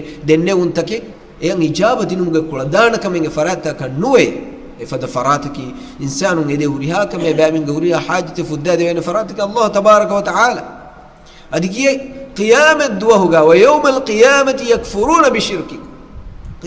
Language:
Divehi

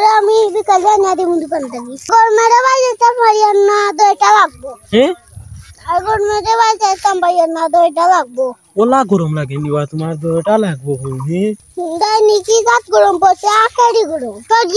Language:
Sylheti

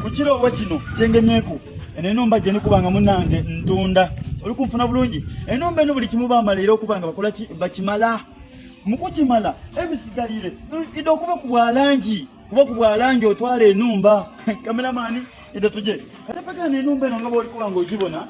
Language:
Soga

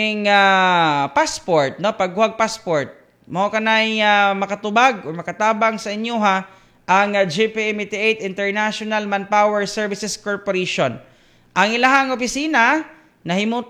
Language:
Cebuano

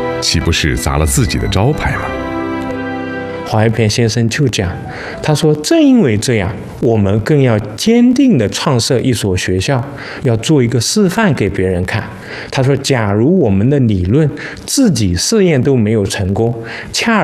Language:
Chinese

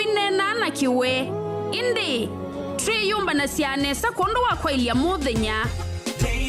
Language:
Kamba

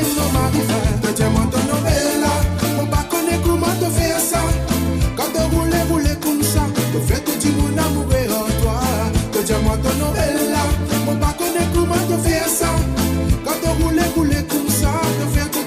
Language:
Morisyen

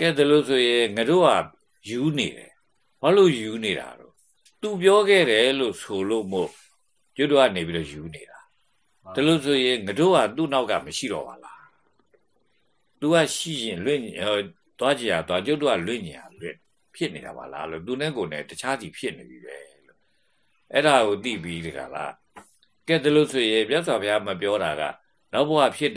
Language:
Burmese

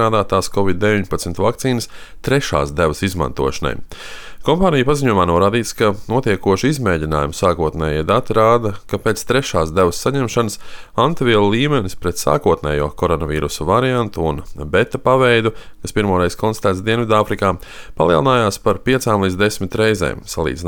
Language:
Latvian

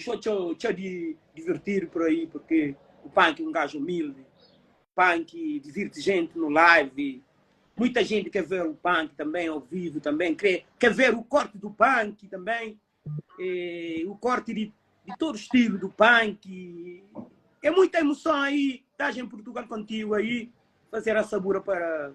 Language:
Kabuverdianu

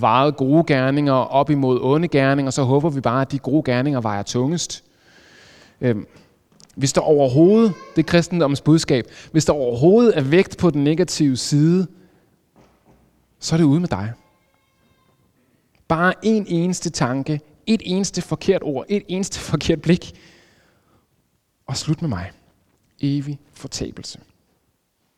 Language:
Danish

